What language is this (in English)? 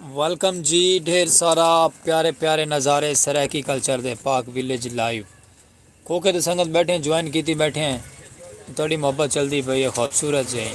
Saraiki